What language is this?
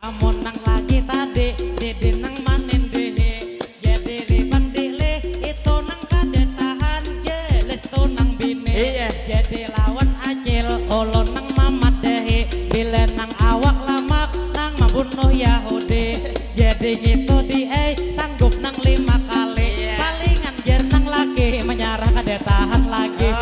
Banjar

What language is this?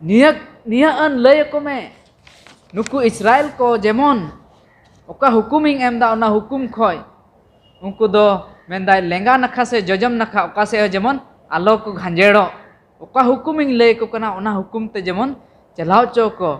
Santali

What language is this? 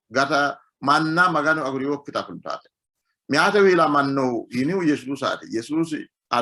Sidamo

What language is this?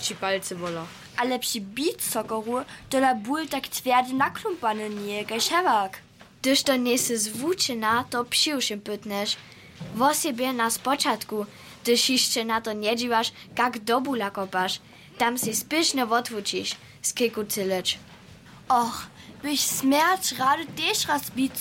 Upper Sorbian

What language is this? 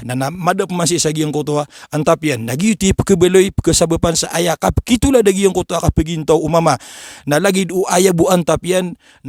Maranao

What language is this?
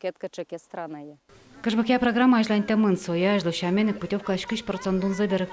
Udmurt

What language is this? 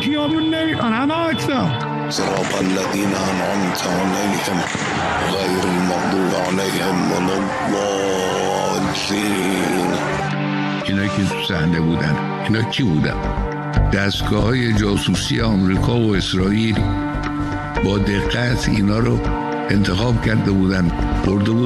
Persian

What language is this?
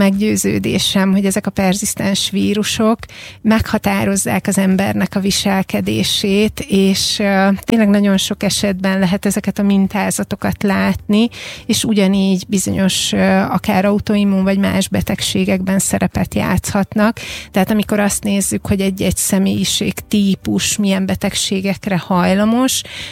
Hungarian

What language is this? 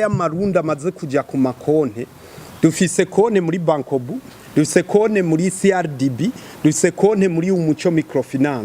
Rundi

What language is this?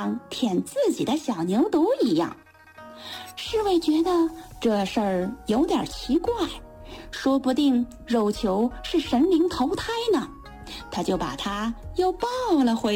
Chinese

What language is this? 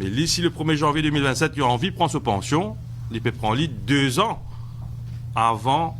Morisyen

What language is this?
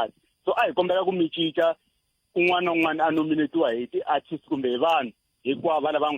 Tsonga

